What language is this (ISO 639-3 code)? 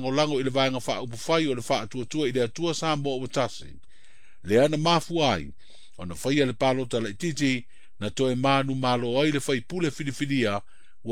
smo